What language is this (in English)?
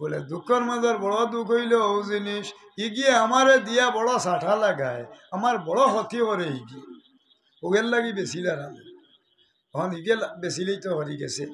Sylheti